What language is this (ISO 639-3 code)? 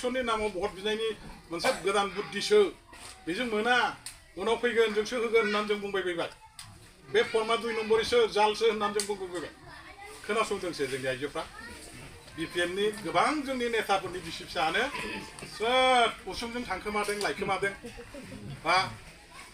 brx